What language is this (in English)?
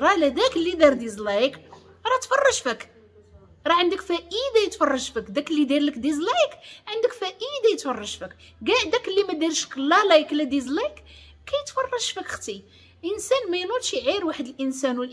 Moroccan Arabic